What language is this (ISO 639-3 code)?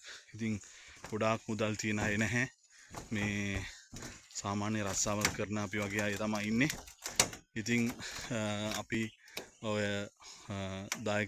sin